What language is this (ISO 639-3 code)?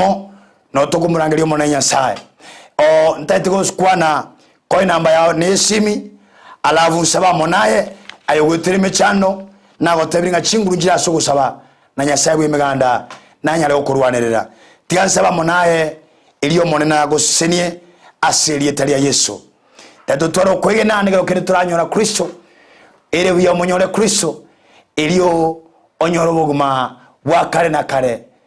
guz